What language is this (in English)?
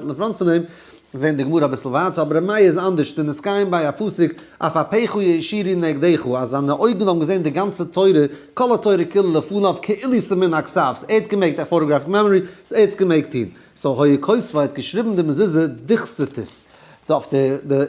Yiddish